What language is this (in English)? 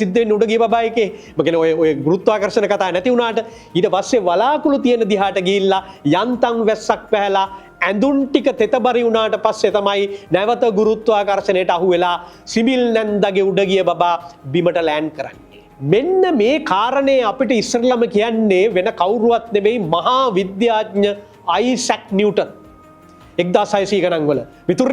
Sinhala